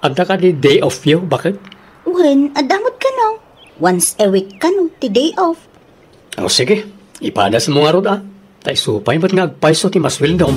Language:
Iloko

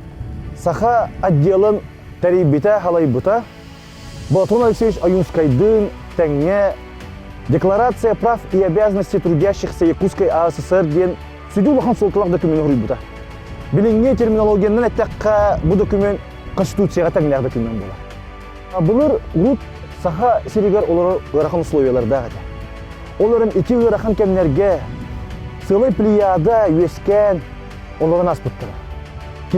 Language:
Yakut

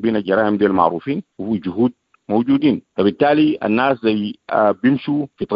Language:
Sudanese Arabic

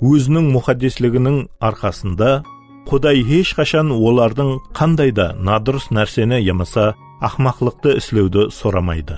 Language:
Kara-Kalpak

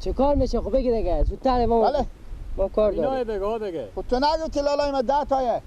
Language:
Persian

